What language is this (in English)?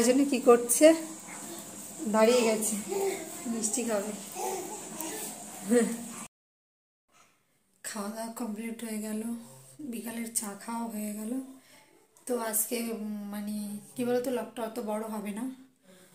Bangla